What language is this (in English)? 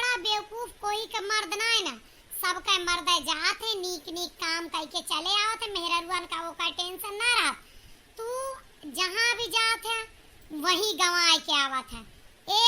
Awadhi